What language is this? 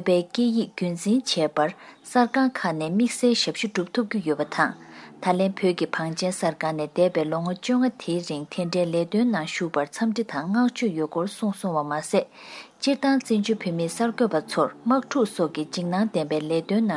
Tibetan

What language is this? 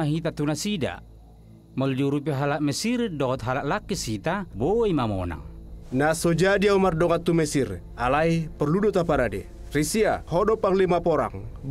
Batak Toba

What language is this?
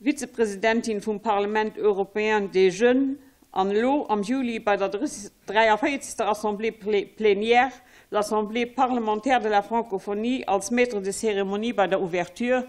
Luxembourgish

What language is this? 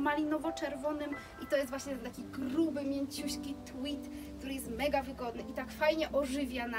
Polish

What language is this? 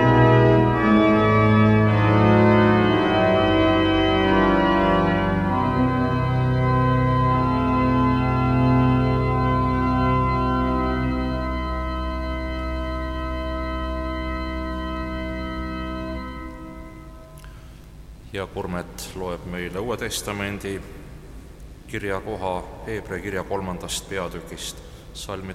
Estonian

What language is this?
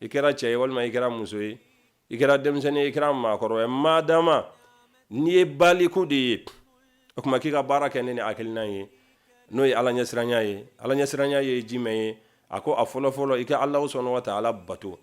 Bambara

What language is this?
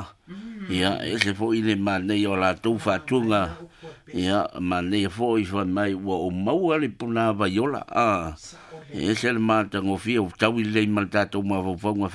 Samoan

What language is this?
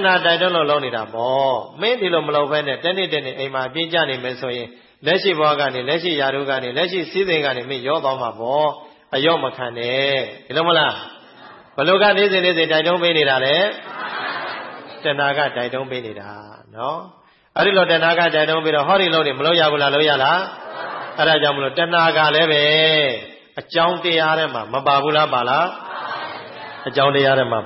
Burmese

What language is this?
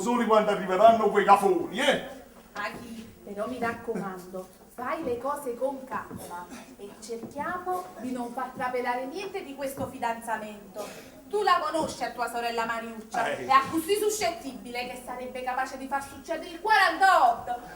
Neapolitan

